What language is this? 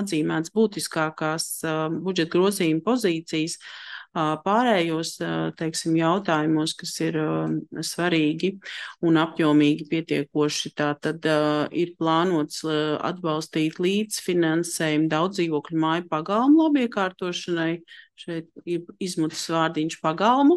Latvian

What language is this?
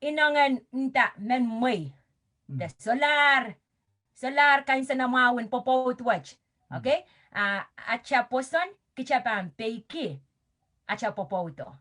Pohnpeian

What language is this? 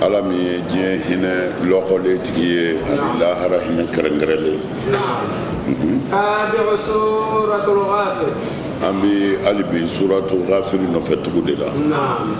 Bambara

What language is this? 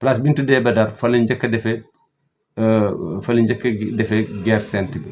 Wolof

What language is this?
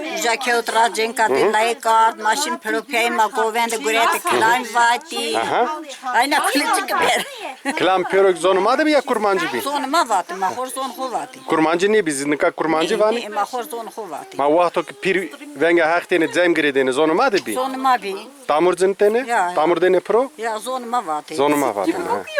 Zaza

